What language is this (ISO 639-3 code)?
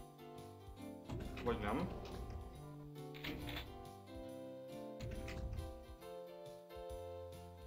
hun